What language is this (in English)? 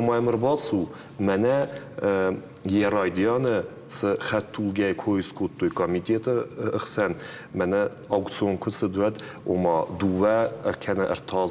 Ossetic